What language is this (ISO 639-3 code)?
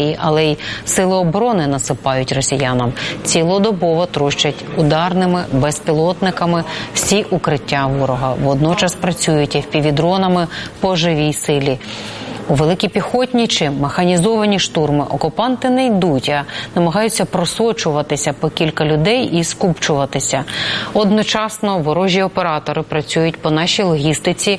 ukr